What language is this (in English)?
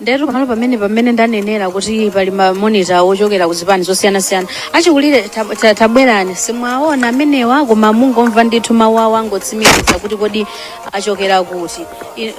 Nyanja